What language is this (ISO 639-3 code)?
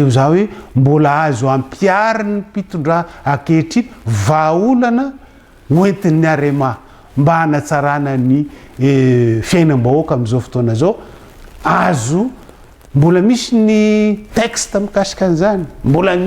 mlg